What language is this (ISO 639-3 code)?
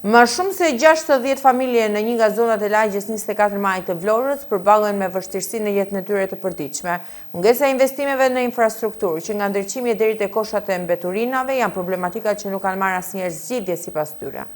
sqi